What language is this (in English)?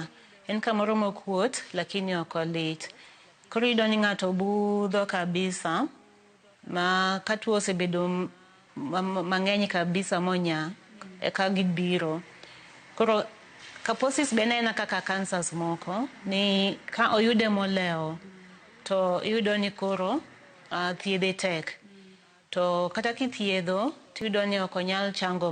Luo (Kenya and Tanzania)